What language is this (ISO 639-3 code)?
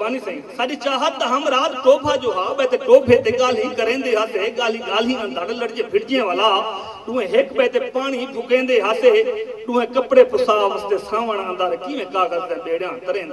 skr